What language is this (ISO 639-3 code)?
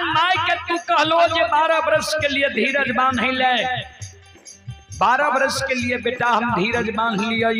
bho